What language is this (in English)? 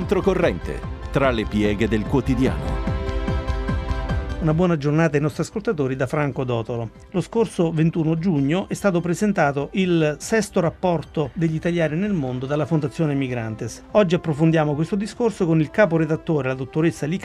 Italian